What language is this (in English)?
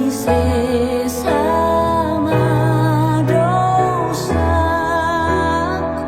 Batak Toba